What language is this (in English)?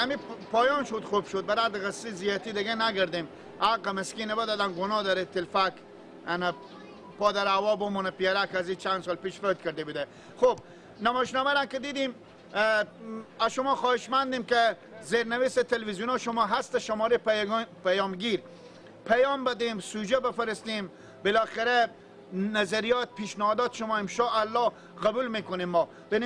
Persian